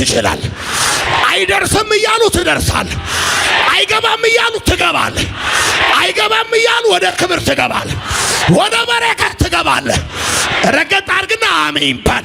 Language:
Amharic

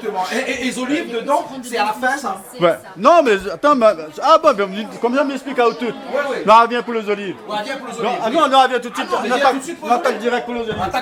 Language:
Réunion Creole French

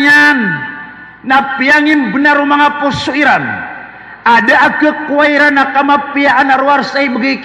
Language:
Maranao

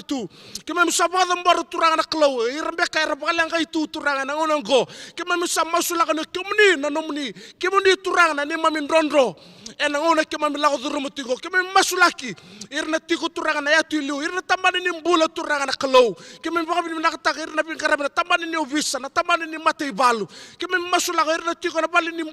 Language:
Fijian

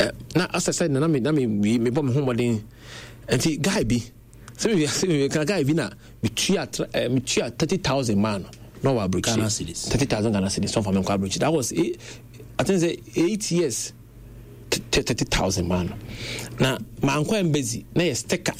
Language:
Akan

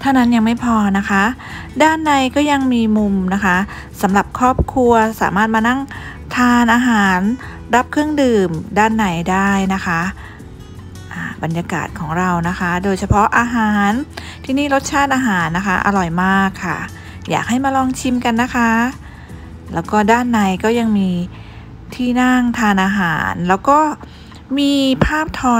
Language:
Thai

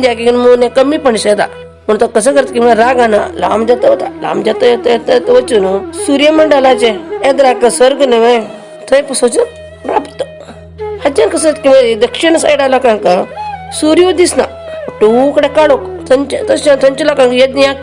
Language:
Konkani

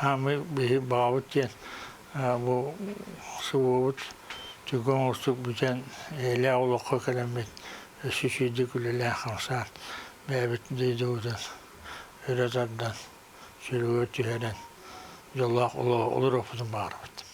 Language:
Yakut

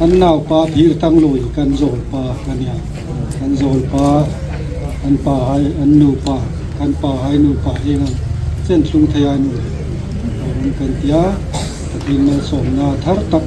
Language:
Hmar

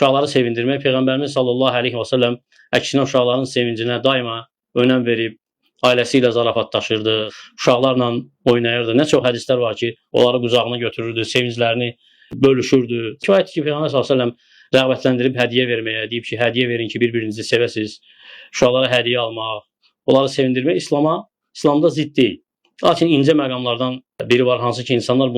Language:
Azerbaijani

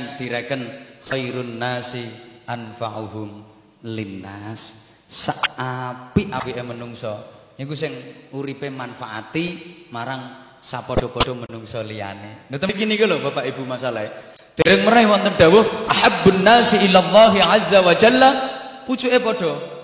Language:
Javanese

